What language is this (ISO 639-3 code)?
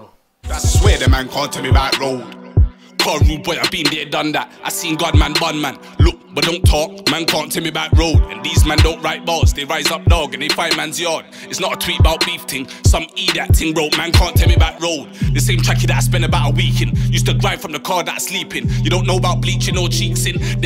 eng